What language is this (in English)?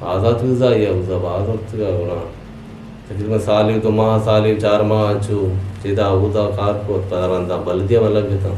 Eastern Balochi